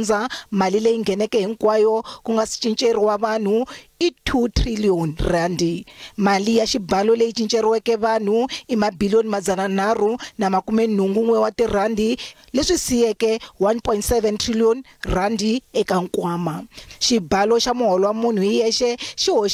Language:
Tsonga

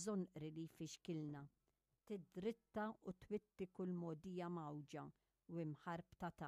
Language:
Maltese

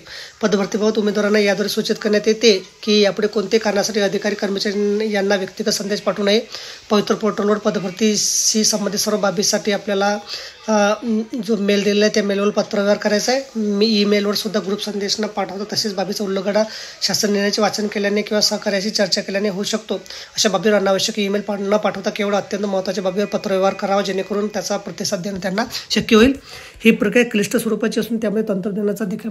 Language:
Marathi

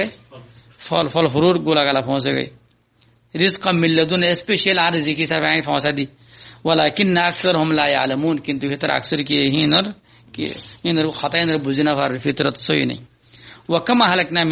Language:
Rohingya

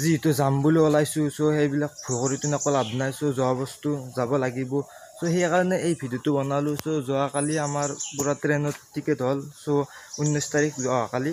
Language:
Assamese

